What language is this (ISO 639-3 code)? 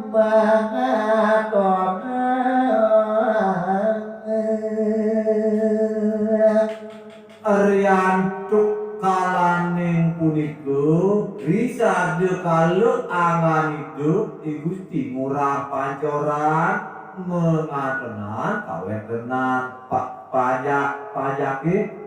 ban